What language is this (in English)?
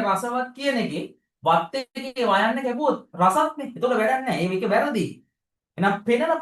Sinhala